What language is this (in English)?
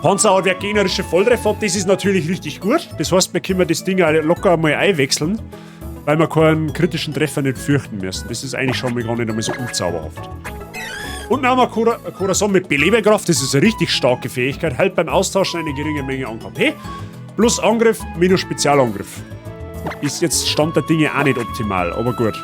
Bavarian